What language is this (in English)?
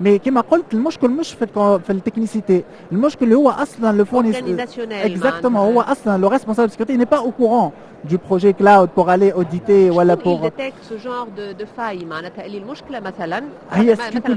Tunisian Arabic